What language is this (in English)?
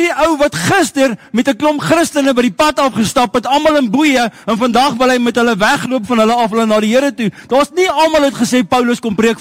Afrikaans